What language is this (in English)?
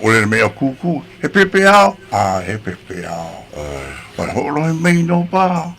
Hawaiian